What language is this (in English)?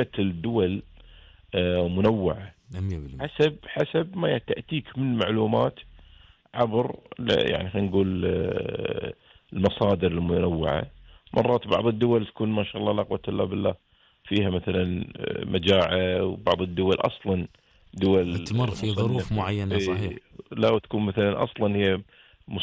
Gulf Arabic